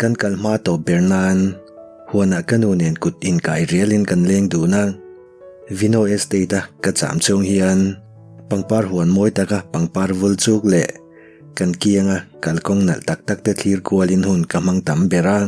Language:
Mizo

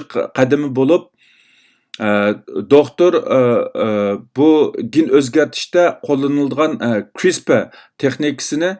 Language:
Uyghur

